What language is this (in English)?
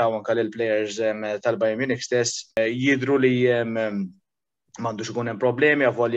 Maltese